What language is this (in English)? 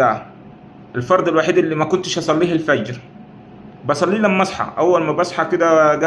Egyptian Arabic